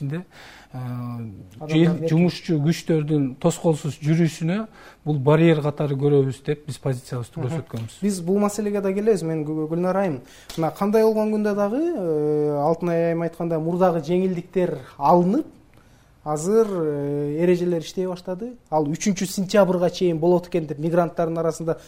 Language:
Kyrgyz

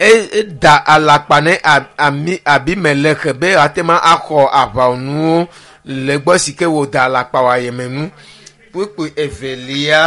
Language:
Ewe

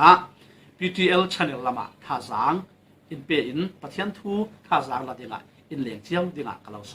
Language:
Falam Chin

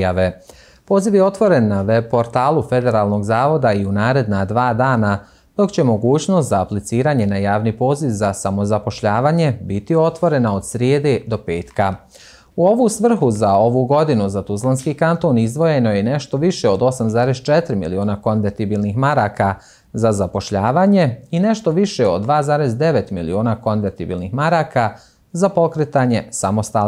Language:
Bosnian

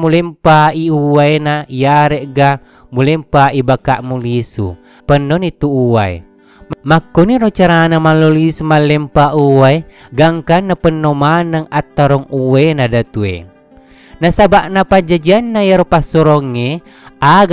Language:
Buginese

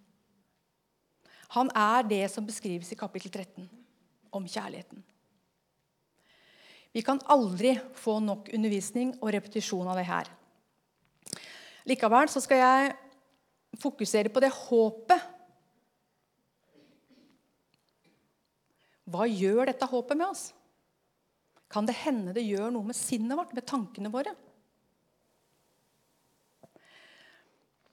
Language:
Norwegian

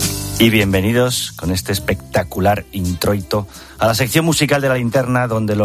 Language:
Spanish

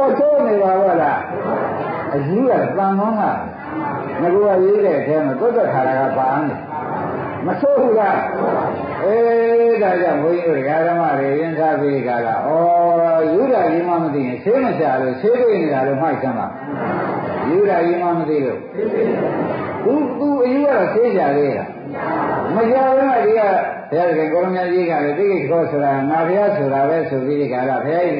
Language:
Burmese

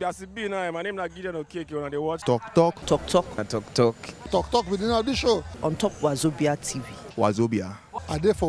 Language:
Nigerian Pidgin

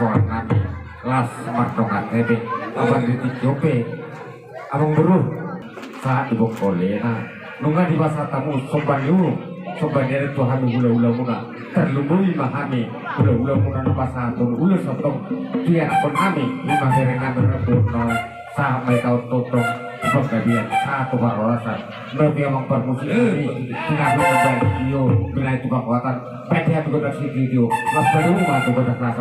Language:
Batak Toba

